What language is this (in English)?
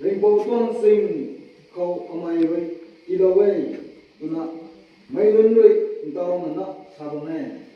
Rongmei Naga